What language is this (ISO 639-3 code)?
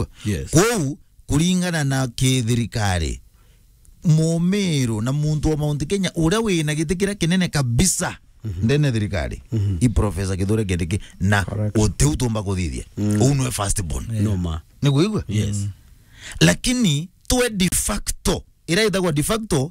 mer